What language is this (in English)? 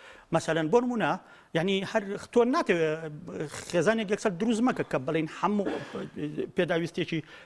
Central Kurdish